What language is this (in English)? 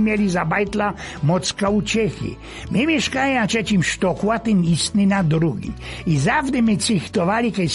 Silesian